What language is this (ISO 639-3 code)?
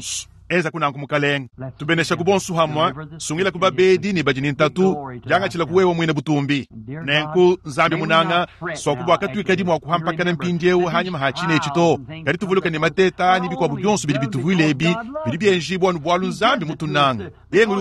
lua